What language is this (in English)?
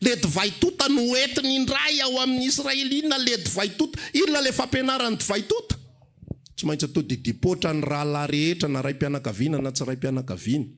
Malagasy